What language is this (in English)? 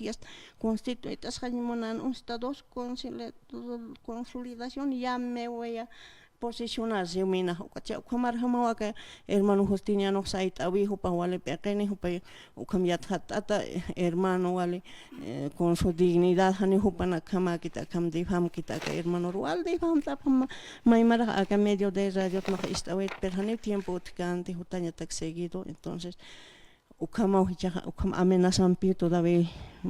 Aymara